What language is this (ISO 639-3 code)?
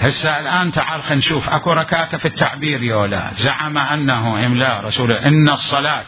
acm